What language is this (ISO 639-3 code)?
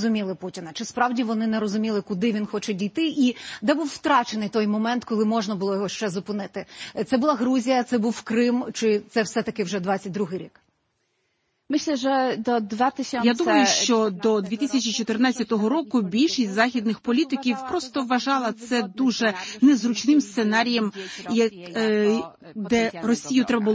ukr